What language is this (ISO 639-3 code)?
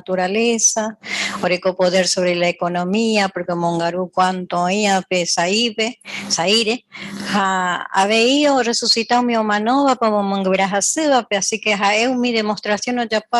grn